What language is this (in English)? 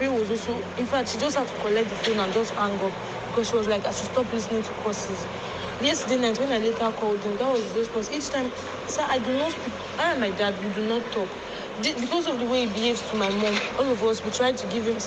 Nigerian Pidgin